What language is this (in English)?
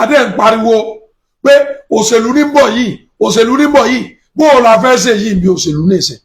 Yoruba